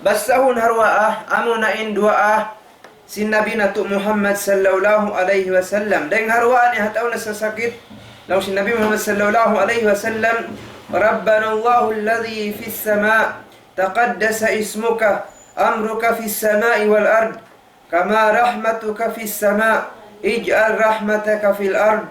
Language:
Tausug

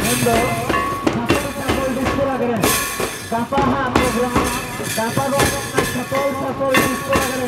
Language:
Santali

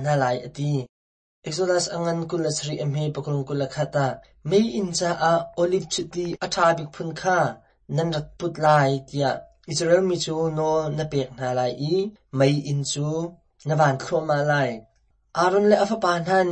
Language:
Hakha Chin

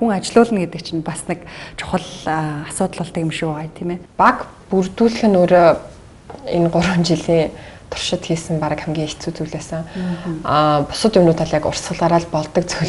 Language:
Mongolian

